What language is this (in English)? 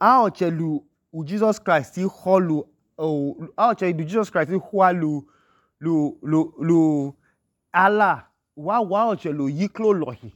Idoma